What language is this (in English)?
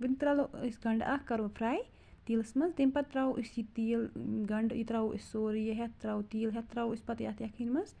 Kashmiri